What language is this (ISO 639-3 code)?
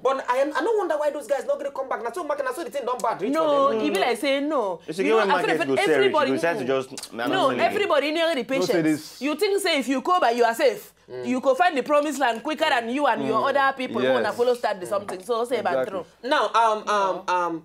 pcm